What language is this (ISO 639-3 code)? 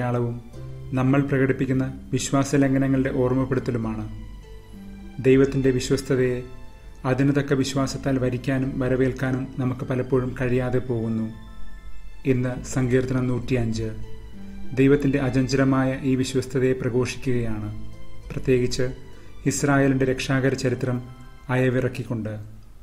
mal